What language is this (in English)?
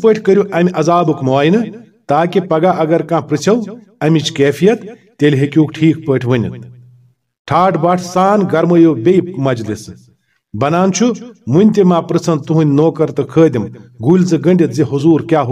Kashmiri